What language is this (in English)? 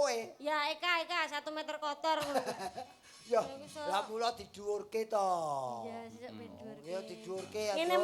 Javanese